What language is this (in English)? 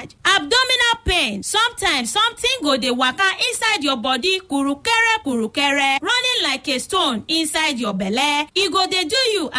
Nigerian Pidgin